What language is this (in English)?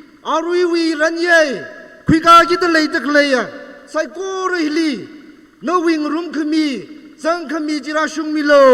Tangkhul Naga (India)